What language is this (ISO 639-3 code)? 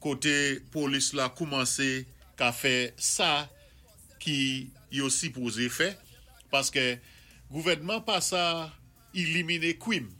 acf